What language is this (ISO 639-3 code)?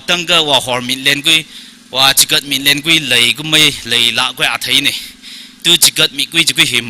nmf